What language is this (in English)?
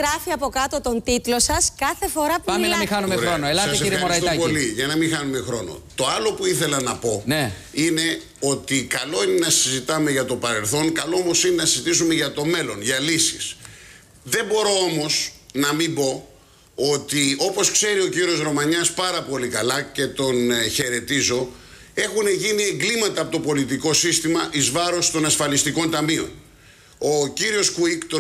Greek